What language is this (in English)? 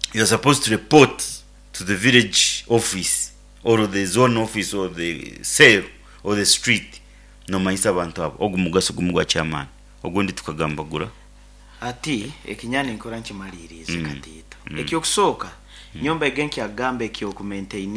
Nyoro